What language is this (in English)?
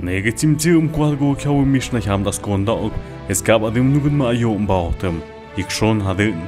Tlahuitoltepec Mixe